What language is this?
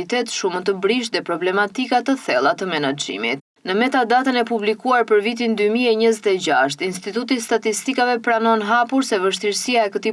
Albanian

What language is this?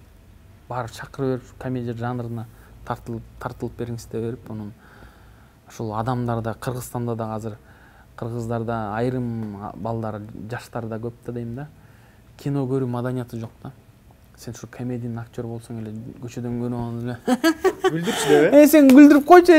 Kyrgyz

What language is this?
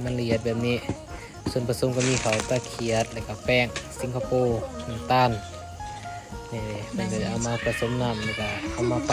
Lao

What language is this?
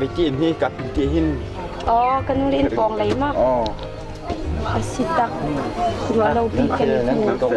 Hakha Chin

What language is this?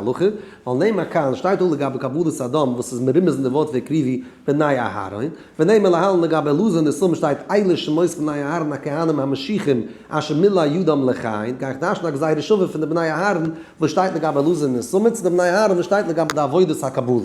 Yiddish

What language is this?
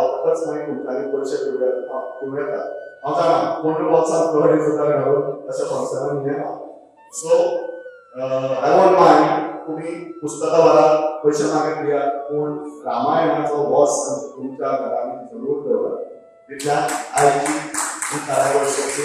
Konkani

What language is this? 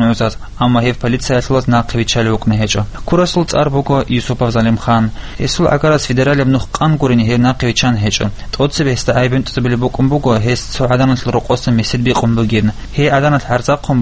Avaric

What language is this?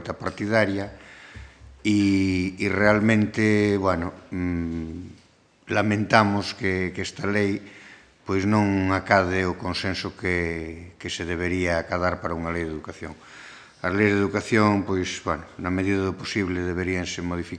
Galician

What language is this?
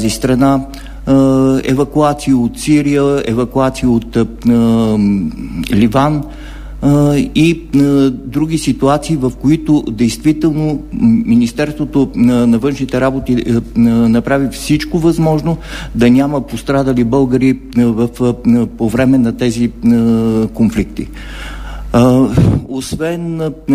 Bulgarian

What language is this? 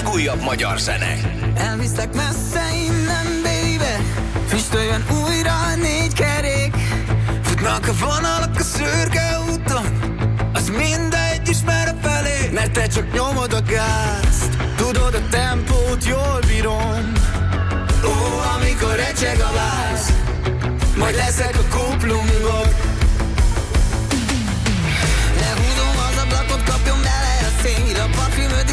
Hungarian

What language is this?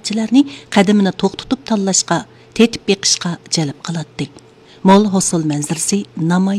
Uyghur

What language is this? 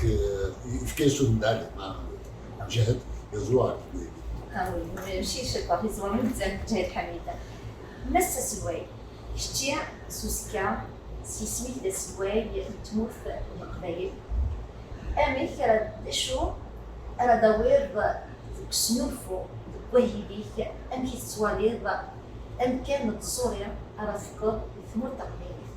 Kabyle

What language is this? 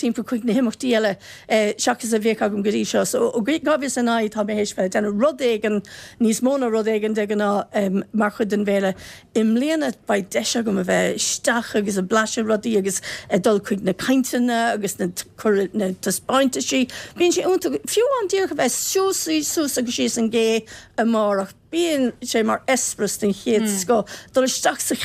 Irish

